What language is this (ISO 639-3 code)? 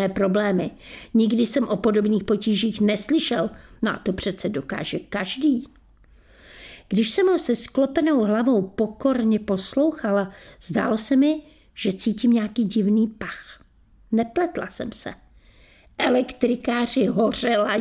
ces